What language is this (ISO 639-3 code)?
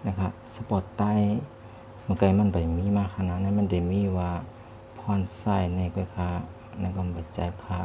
shn